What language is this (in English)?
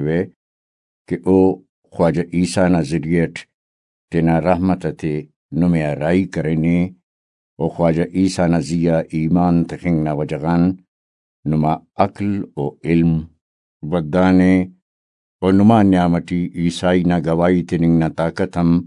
Brahui